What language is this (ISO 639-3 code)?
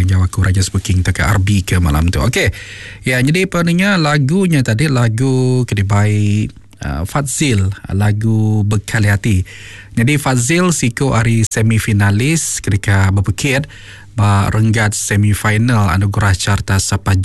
iba